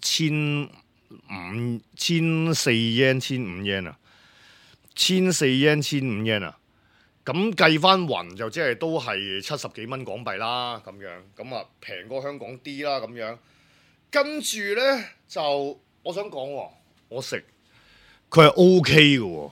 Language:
Cantonese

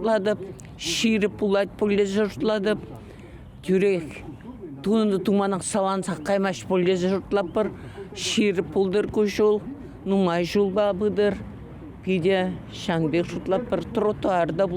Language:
Chuvash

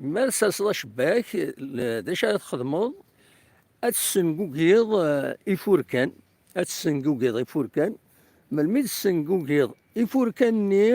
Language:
Kabyle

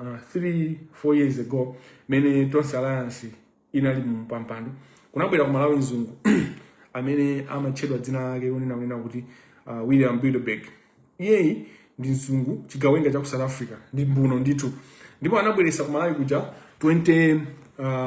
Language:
Nyanja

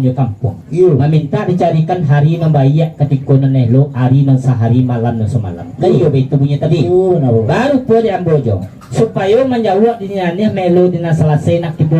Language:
Minangkabau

